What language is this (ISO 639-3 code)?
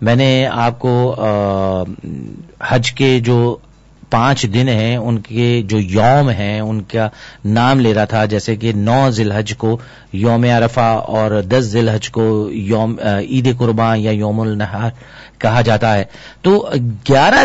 urd